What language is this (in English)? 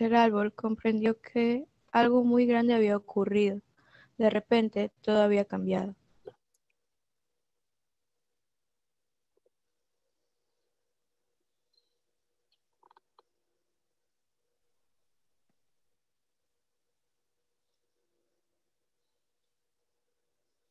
Spanish